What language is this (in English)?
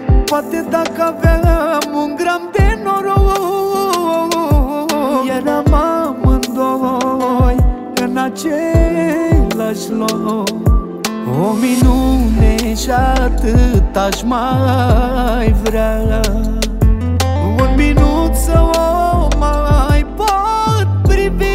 Romanian